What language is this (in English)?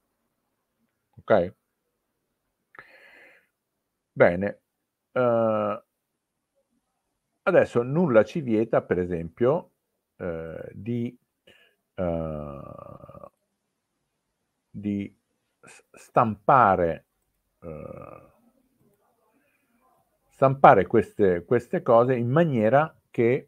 Italian